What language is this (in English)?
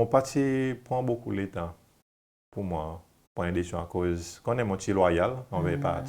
Seselwa Creole French